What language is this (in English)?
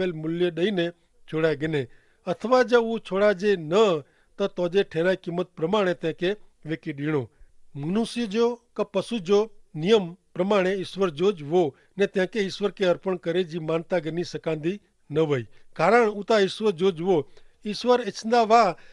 Kachhi